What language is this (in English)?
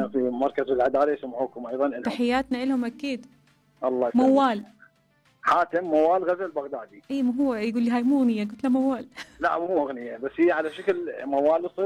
Mesopotamian Arabic